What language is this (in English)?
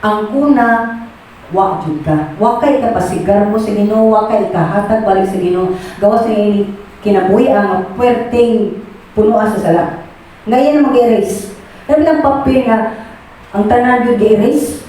Cebuano